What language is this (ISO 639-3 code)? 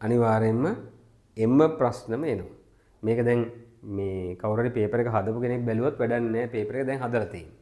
sin